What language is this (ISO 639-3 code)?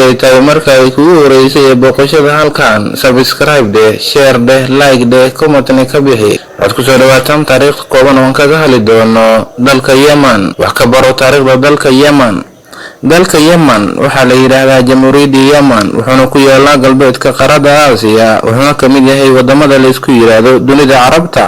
som